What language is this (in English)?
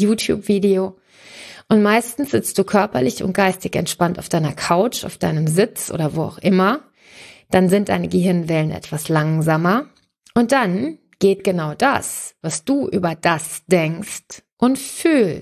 German